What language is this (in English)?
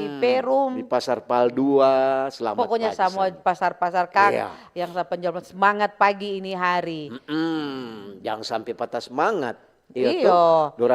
Manado Malay